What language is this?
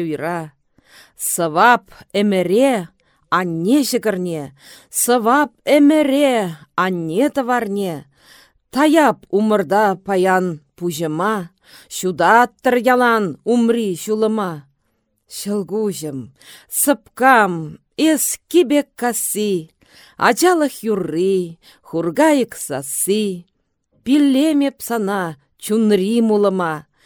Chuvash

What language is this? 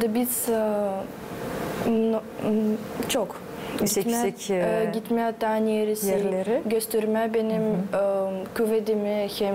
Gagauz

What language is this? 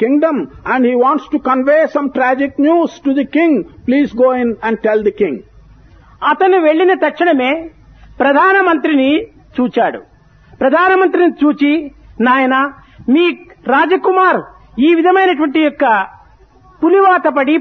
Telugu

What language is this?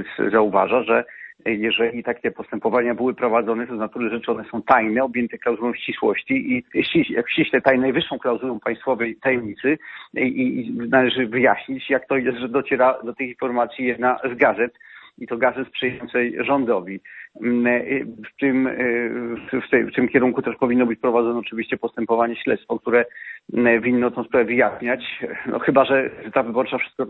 Polish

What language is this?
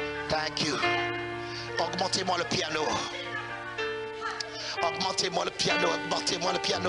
French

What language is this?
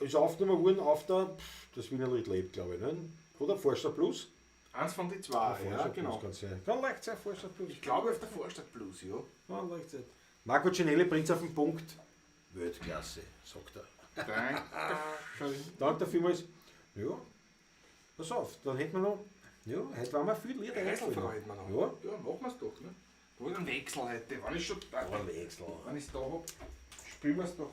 Bavarian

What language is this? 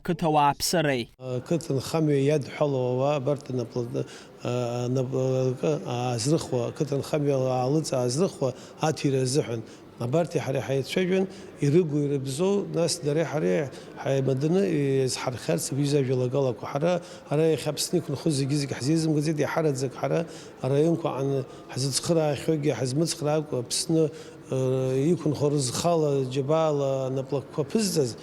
Abkhazian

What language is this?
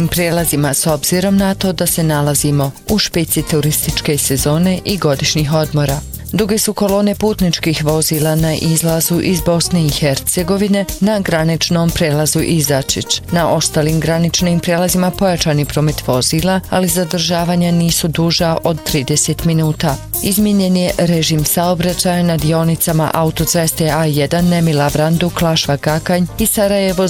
Bosnian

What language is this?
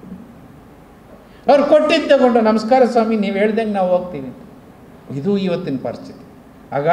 Kannada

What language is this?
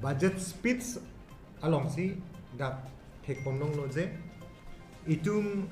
Karbi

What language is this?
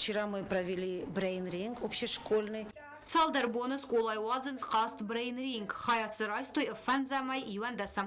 Ossetic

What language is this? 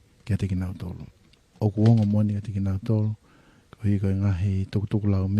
Tongan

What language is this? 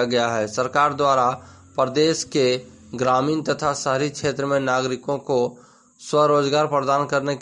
Hindi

